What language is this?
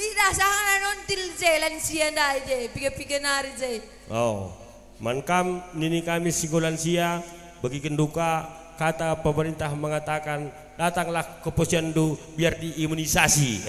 Batak Karo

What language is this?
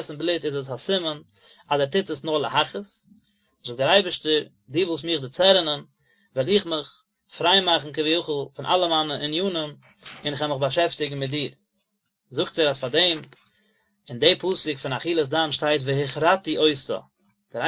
Yiddish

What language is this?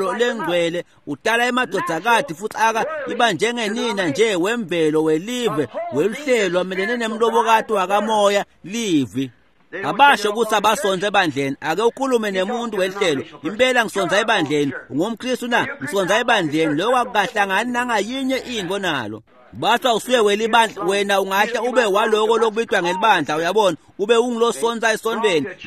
Swati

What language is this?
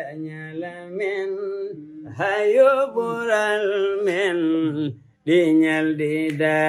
Fula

